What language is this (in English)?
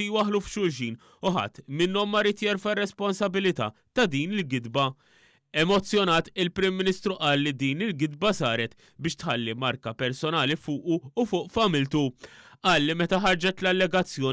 Maltese